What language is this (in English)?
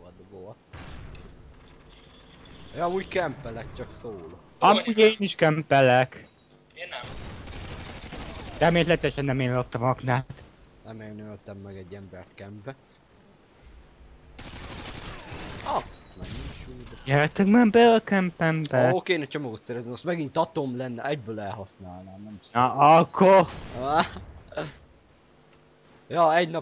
Hungarian